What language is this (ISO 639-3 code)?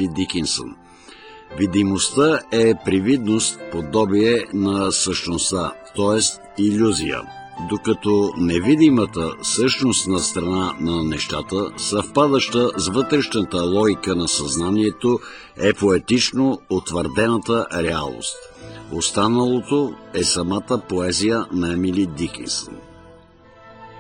bul